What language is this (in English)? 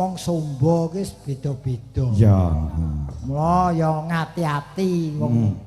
Javanese